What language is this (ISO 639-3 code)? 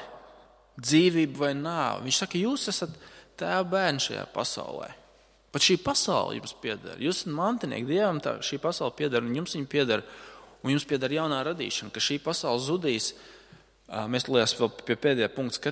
lav